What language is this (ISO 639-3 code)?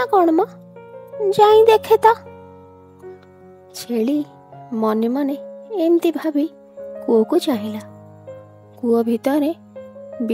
ori